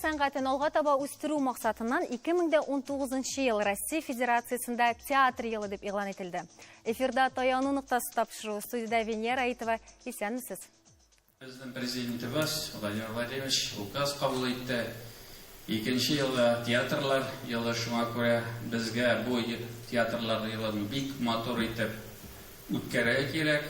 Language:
Tatar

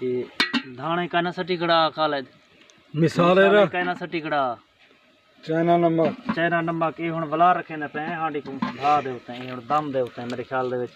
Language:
Saraiki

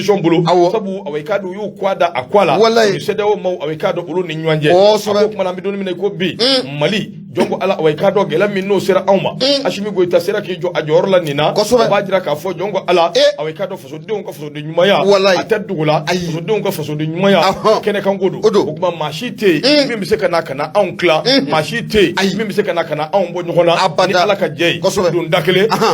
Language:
Bambara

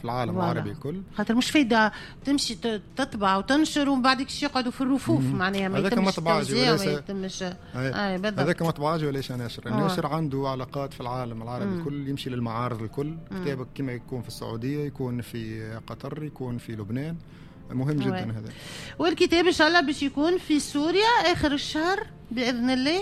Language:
Tunisian Arabic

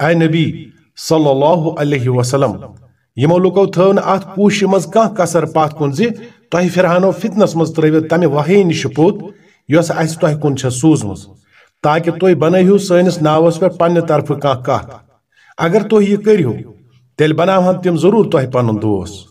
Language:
Kashmiri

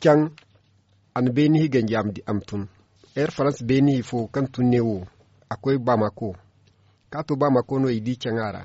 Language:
Zarma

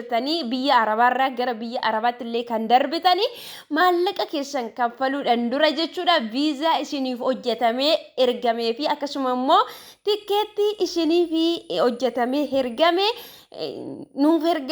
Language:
Oromo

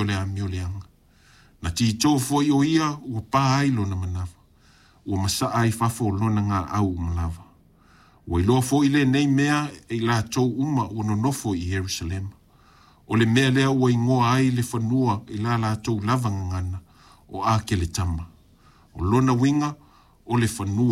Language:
Samoan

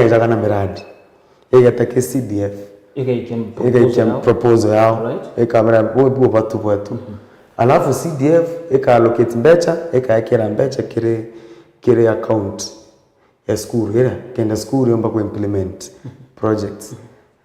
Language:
Meru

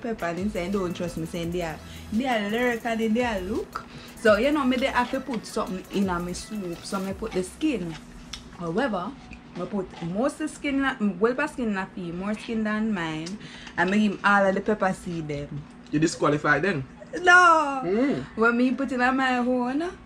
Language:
Jamaican Creole English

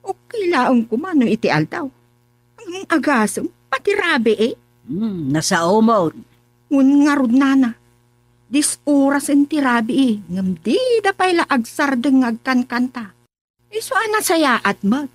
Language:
Iloko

